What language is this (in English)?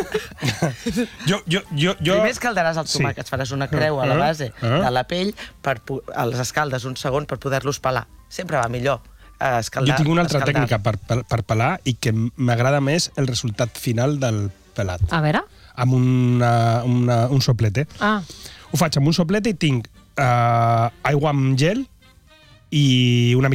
Catalan